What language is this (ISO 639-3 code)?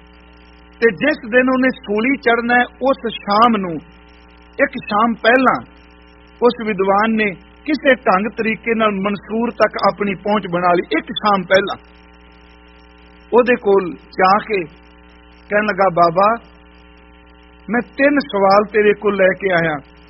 pan